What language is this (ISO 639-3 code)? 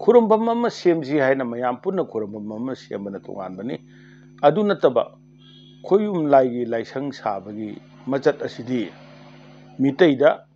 mni